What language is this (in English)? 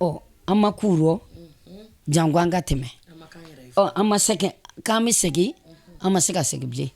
Bambara